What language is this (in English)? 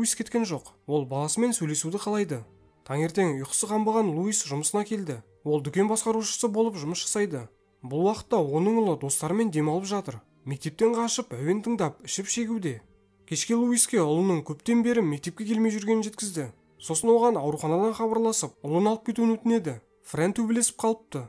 Kazakh